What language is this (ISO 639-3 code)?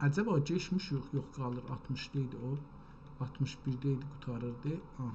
azb